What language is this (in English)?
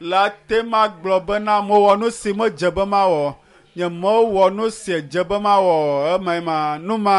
Ewe